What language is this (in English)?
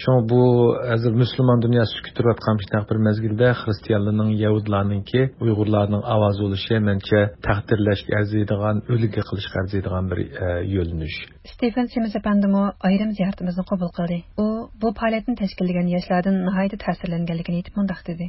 Uyghur